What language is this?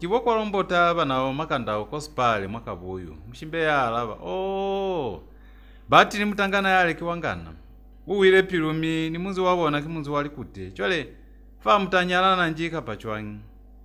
Lozi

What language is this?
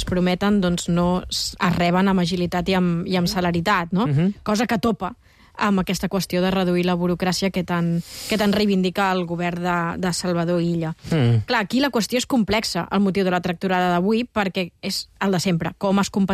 Catalan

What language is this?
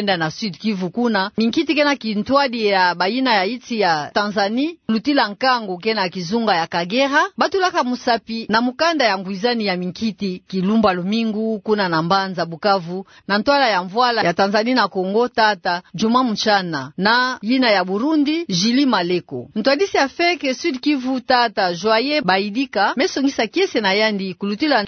Kituba (Democratic Republic of Congo)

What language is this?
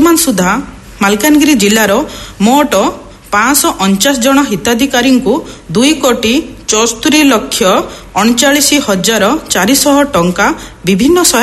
Odia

